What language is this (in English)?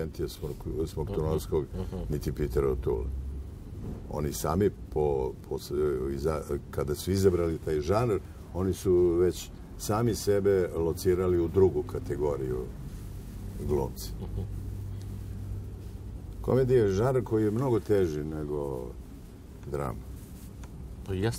Serbian